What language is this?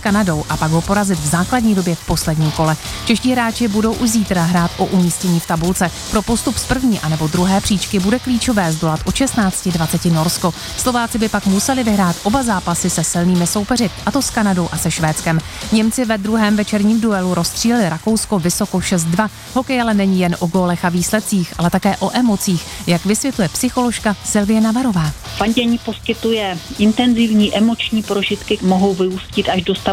Czech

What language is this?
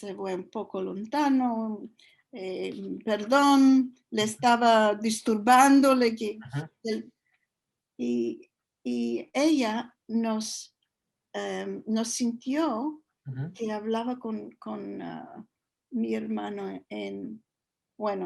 Ladino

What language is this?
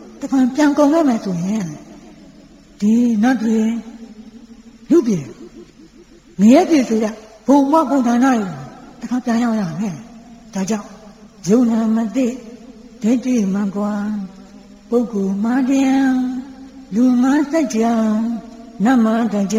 Burmese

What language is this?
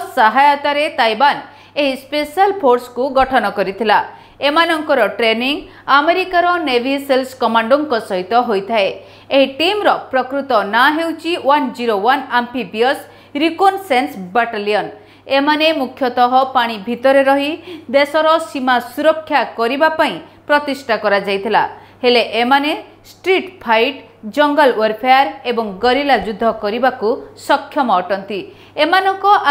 Odia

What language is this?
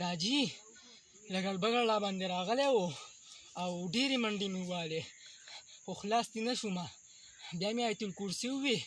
Pashto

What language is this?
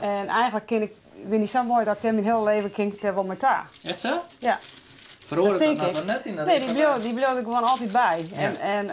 Western Frisian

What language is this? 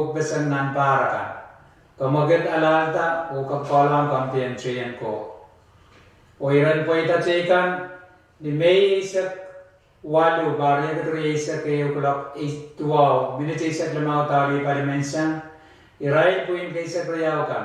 Pohnpeian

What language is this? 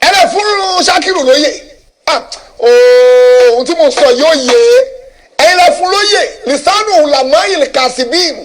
Yoruba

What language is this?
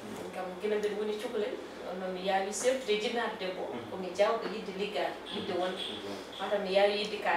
Fula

